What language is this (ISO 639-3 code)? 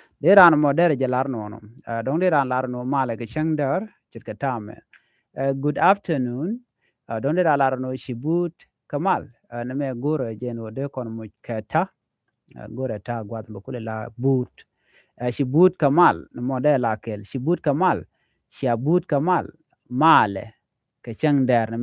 nus